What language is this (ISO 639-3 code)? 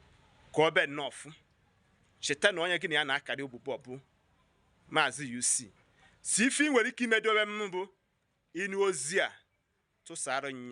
ibo